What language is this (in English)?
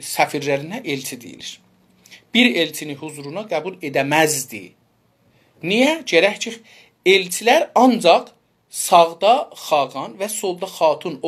South Azerbaijani